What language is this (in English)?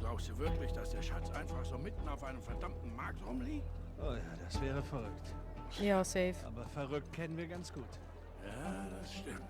Swiss German